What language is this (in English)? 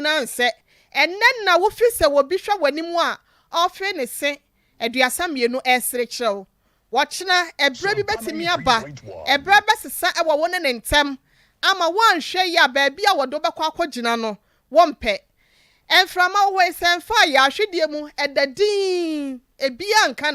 Akan